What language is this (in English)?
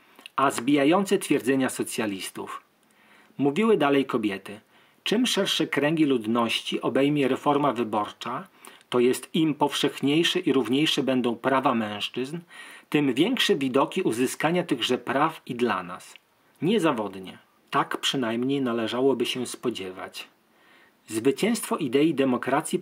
Polish